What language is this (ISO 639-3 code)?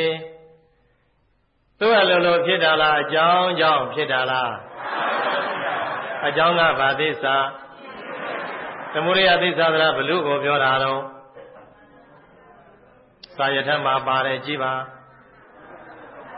mya